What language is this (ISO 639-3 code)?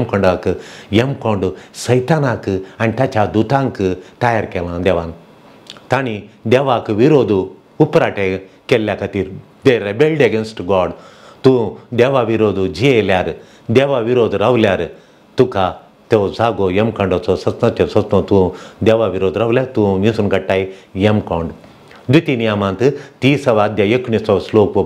kok